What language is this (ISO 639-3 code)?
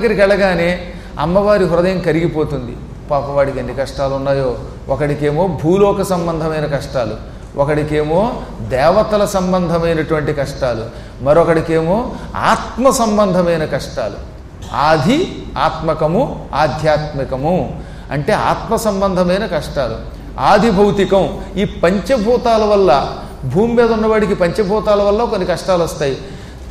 tel